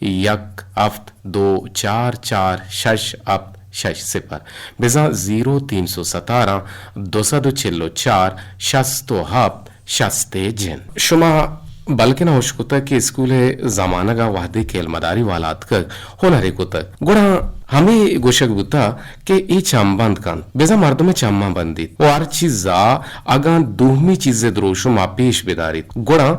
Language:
Eastern Balochi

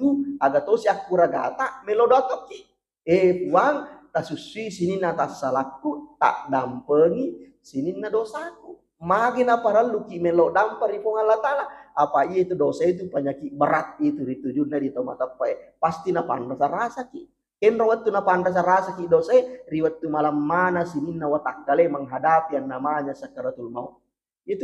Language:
Buginese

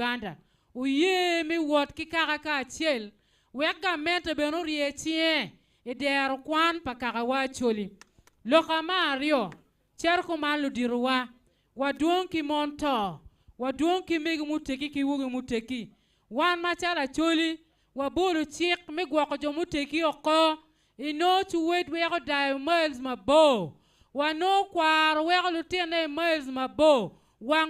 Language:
Acoli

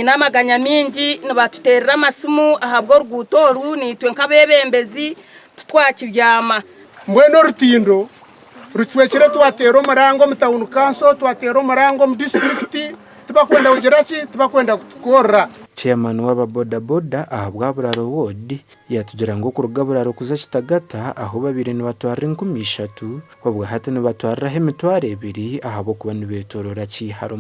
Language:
Nyankole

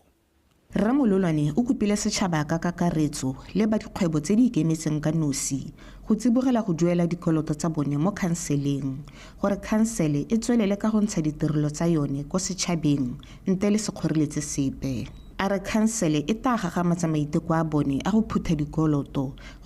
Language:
Tswana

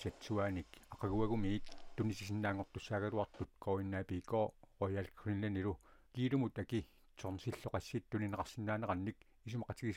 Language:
Kalaallisut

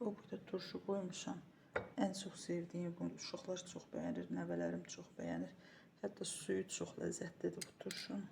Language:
Azerbaijani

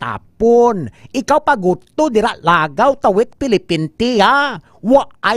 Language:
Hiligaynon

